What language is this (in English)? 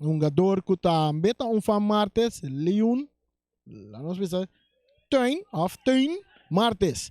Papiamento